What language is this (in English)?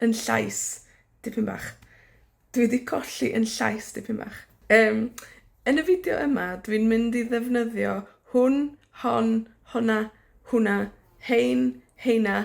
Welsh